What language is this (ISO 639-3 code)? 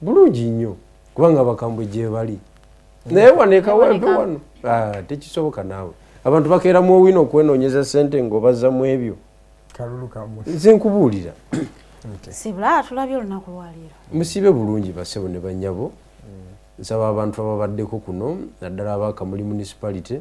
lug